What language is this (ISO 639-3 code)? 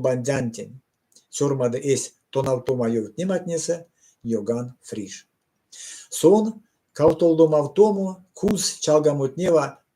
myv